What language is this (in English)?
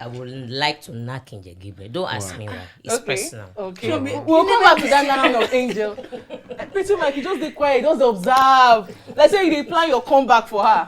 Nigerian Pidgin